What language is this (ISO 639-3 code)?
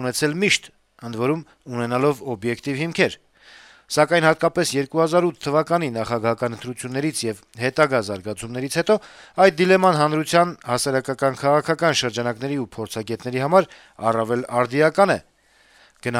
hye